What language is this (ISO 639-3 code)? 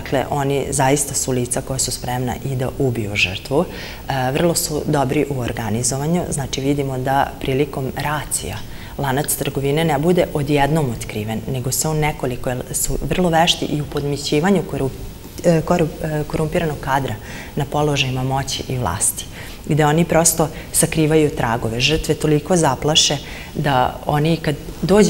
srp